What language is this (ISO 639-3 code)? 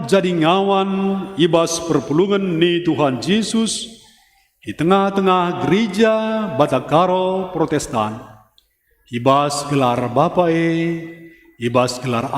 btx